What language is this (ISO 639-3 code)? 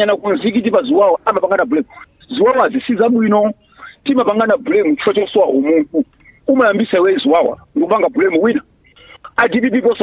nya